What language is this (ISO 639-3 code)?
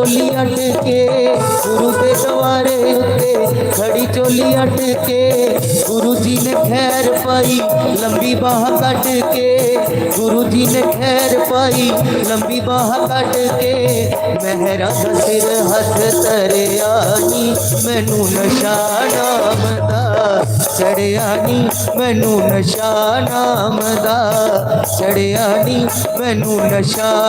doi